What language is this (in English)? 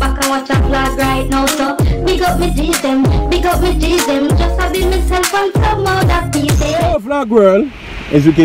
Jamaican Creole English